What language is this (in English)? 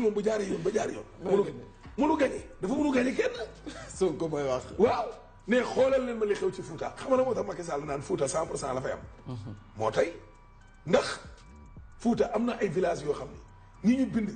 Wolof